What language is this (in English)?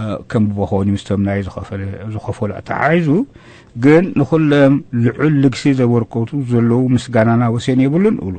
Tigrinya